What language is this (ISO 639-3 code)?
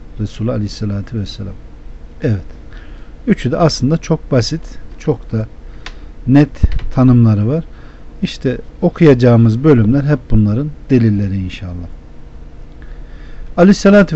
tur